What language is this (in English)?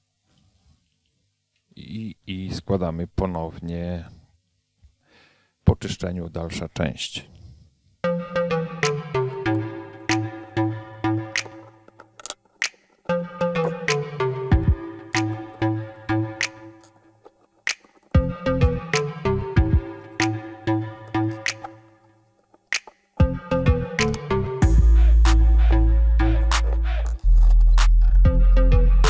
Polish